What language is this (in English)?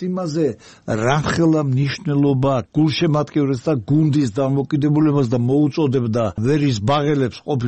Georgian